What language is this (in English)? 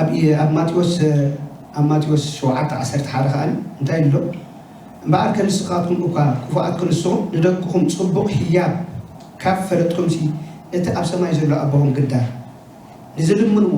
Tigrinya